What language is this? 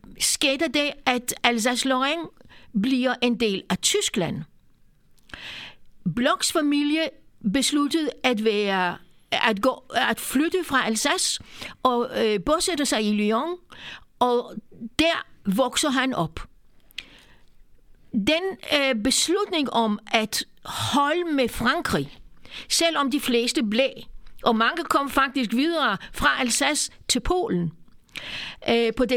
Danish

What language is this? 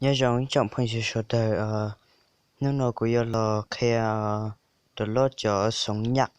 Hmong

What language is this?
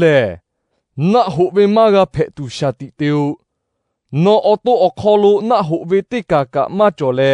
Lahu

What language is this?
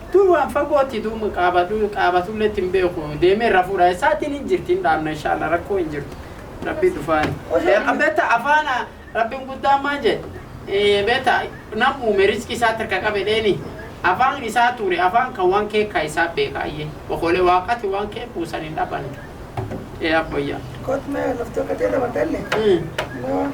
Oromo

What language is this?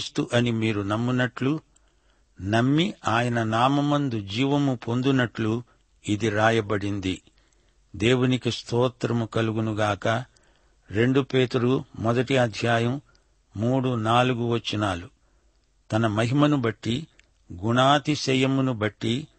Telugu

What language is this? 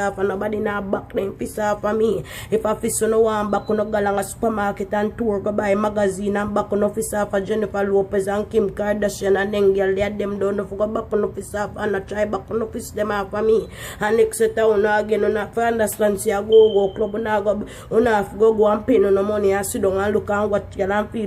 Jamaican Creole English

